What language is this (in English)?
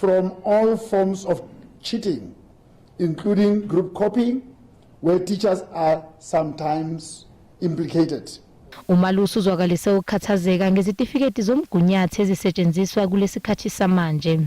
Zulu